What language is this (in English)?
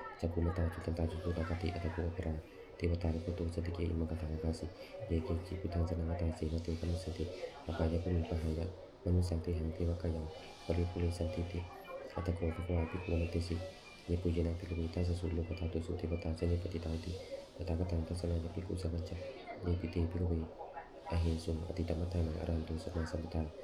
Pali